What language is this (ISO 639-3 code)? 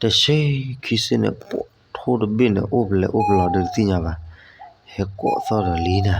ksw